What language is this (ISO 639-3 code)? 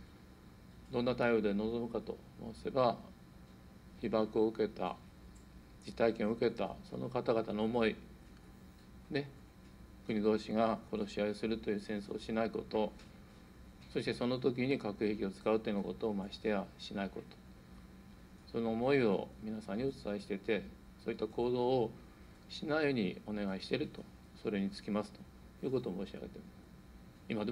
jpn